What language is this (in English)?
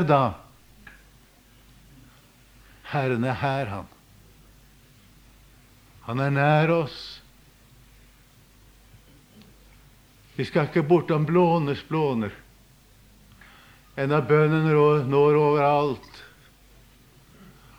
Norwegian